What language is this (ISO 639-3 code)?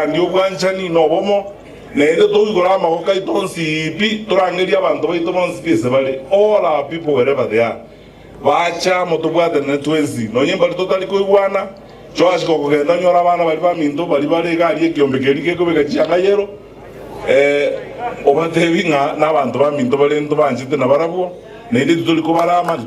guz